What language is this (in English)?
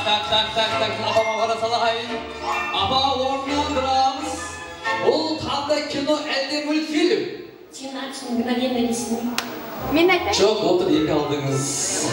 Kara-Kalpak